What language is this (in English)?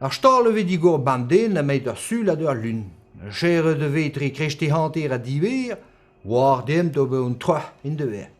Breton